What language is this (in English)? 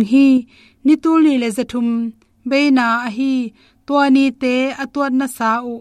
Tedim Chin